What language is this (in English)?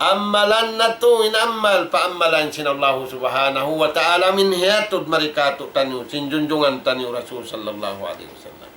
Tausug